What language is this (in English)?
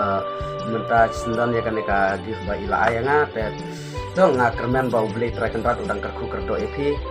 Khasi